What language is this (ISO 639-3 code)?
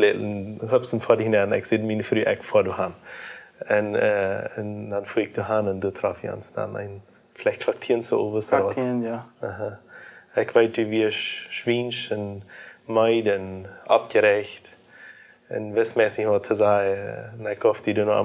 pdt